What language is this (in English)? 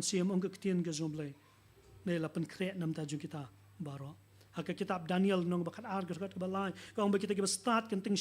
Khasi